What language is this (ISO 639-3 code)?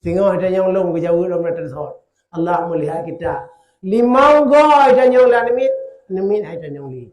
ace